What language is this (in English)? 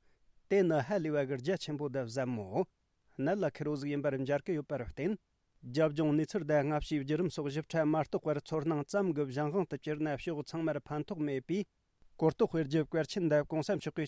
Tibetan